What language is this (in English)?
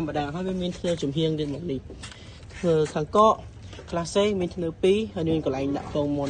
Khmer